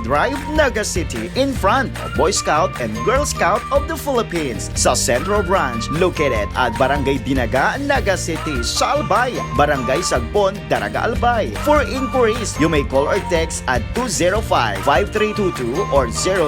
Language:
Bikol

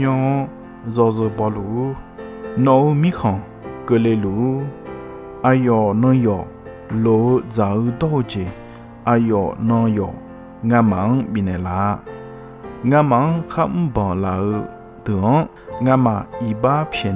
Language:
Akha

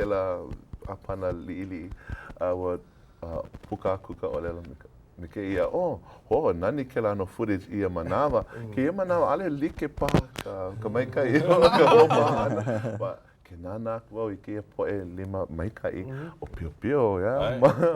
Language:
Hawaiian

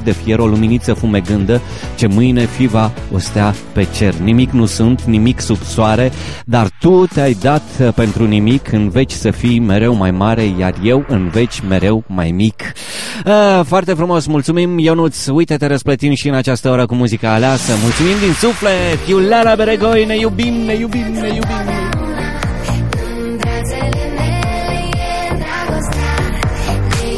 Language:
Romanian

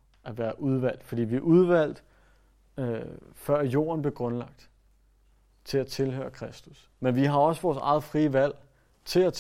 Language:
Danish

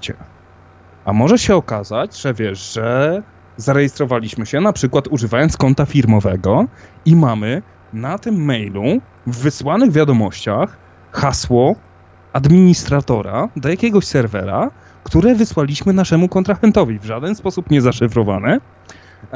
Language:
Polish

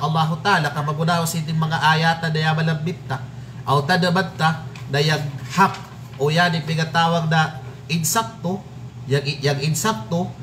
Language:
Kalagan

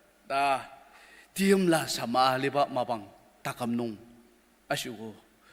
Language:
Ao Naga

